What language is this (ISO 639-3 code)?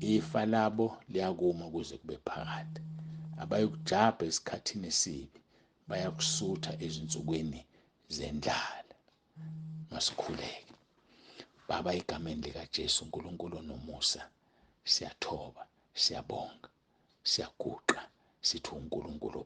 zul